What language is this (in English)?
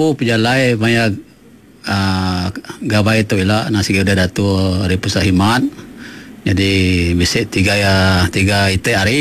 Iban